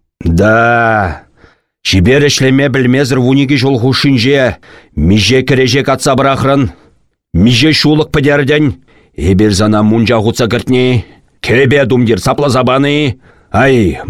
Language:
Chuvash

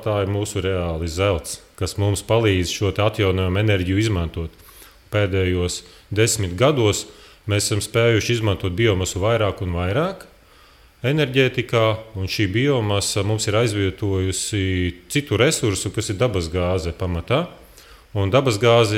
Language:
Latvian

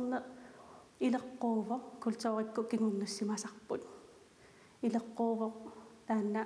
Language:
Kalaallisut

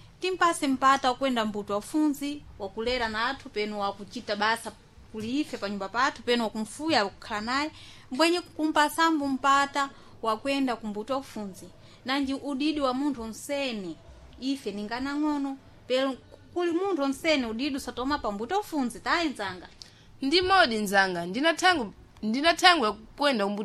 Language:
Sena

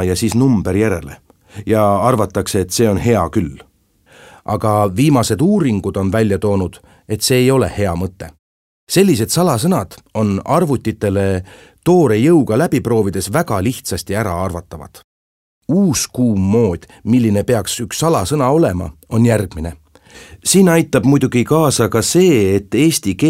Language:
Estonian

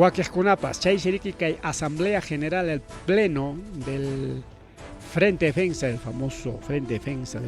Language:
Ayacucho Quechua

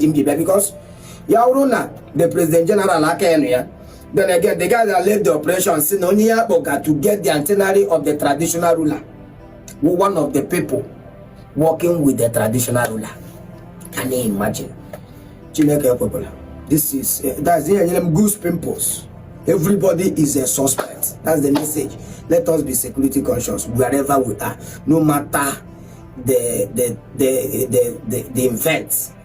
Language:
Igbo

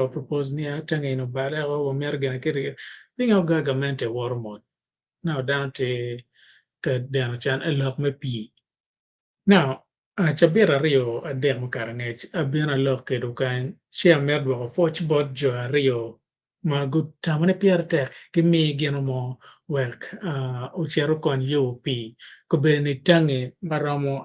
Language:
Acoli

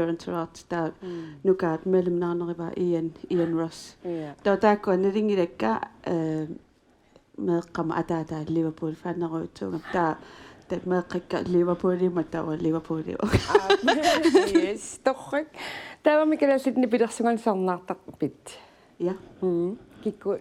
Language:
Kalaallisut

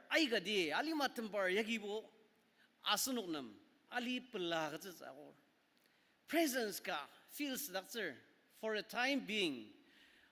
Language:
Ao Naga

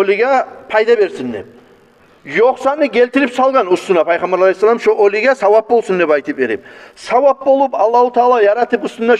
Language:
Kumyk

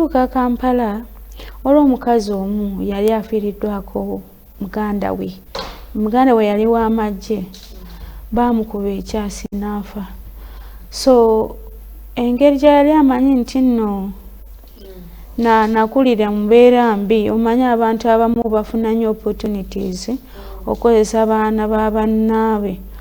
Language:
Ganda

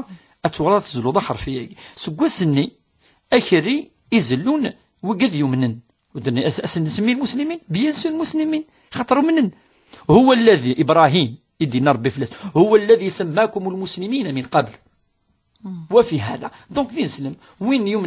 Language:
Kabyle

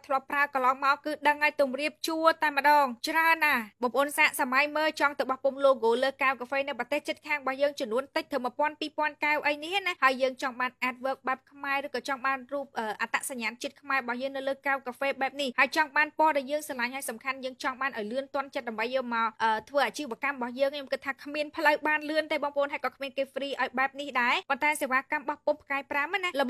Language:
Khmer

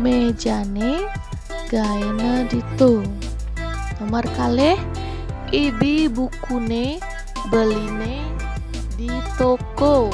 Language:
Balinese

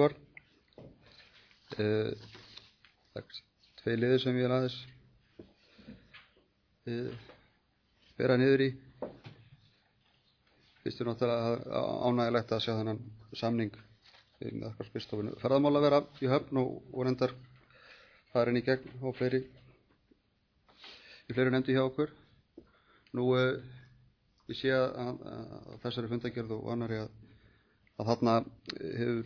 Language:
Icelandic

